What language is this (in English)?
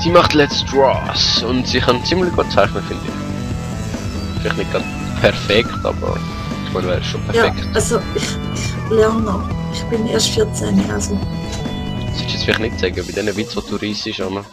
Swiss German